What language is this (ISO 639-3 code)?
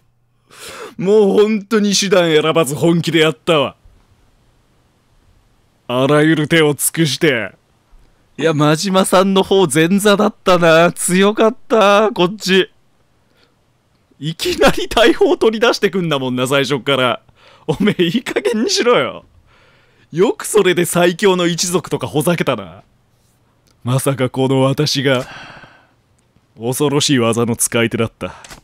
jpn